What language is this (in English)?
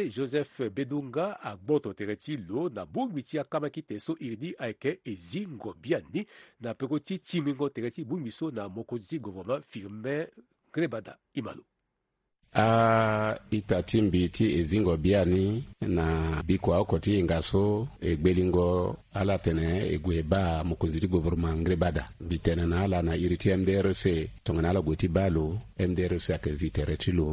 Sango